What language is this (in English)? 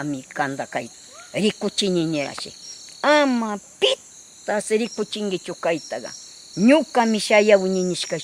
Northern Pastaza Quichua